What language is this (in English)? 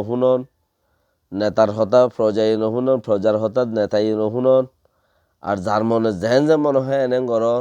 Rohingya